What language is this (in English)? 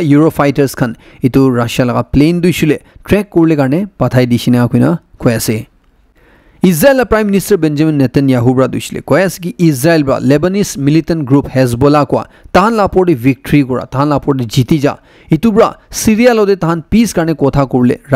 Naga Pidgin